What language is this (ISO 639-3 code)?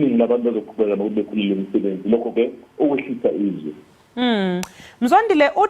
zul